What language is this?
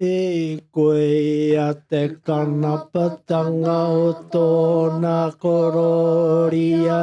Māori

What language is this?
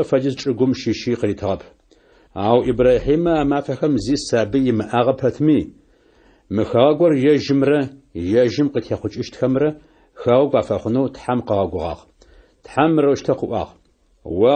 Adyghe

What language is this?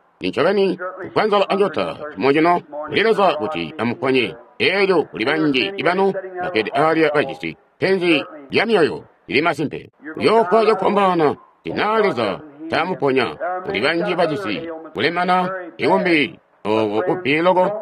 Tonga (Zambia)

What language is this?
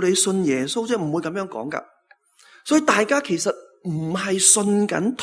Cantonese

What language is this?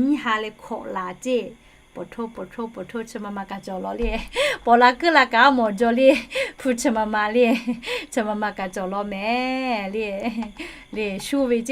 Lahu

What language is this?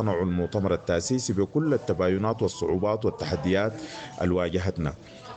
Sudanese Arabic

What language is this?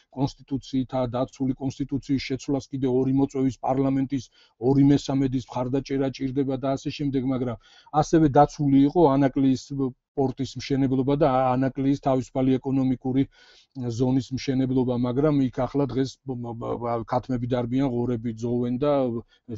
Georgian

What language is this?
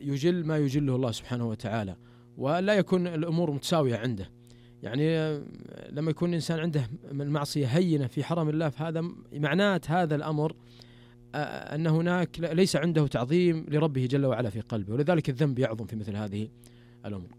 Najdi Arabic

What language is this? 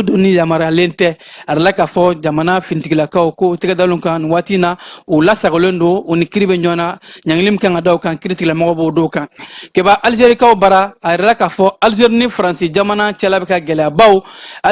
Bambara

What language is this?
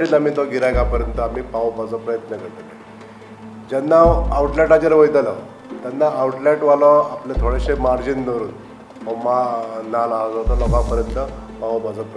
Konkani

